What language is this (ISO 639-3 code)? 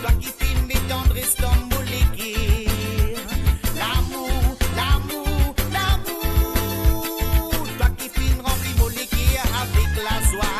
mfe